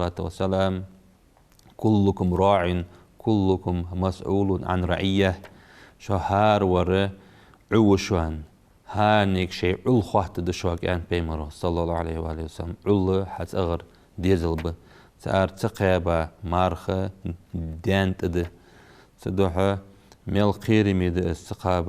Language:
Ingush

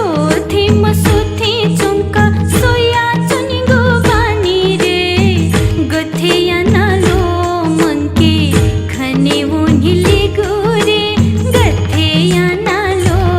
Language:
Newari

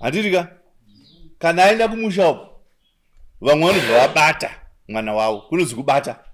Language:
Shona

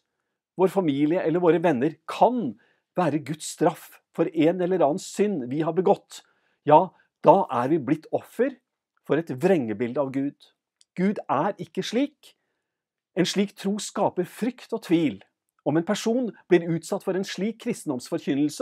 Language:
Norwegian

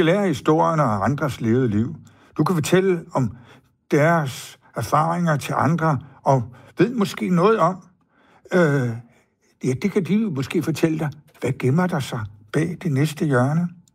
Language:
Danish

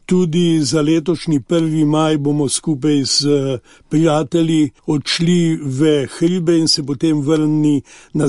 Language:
Slovenian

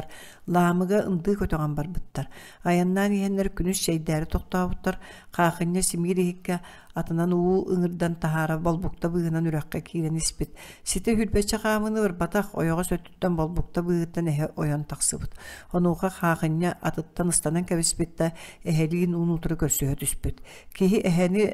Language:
Yakut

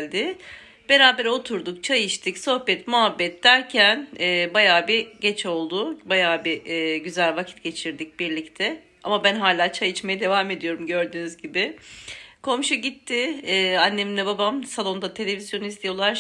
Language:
Turkish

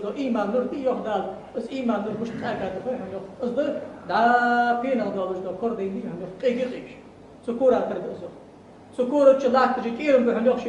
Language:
Ingush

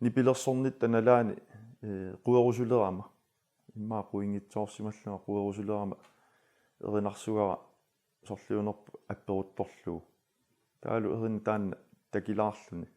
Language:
Kalaallisut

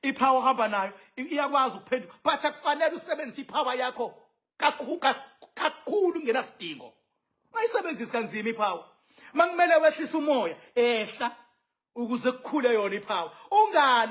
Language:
Zulu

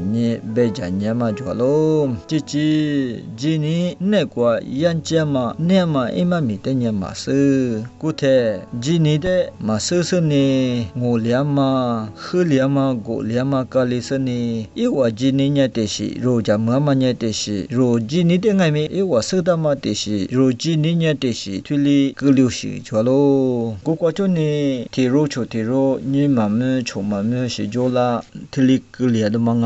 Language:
Lisu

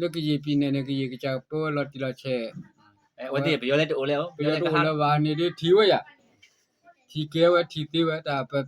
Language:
S'gaw Karen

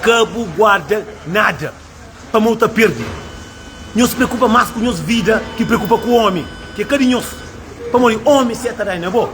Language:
Kabuverdianu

